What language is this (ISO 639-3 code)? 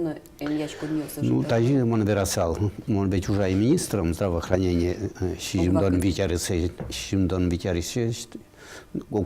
udm